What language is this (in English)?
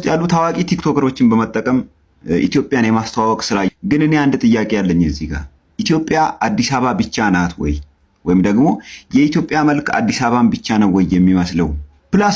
Amharic